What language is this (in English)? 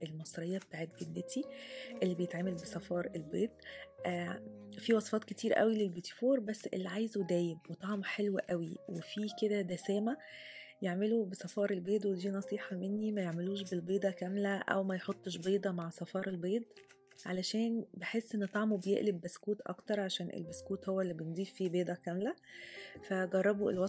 Egyptian Arabic